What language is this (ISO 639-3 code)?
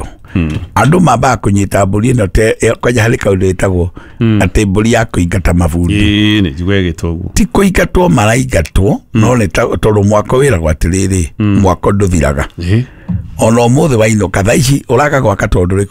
kik